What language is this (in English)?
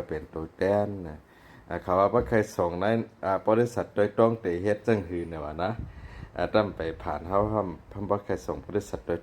Shan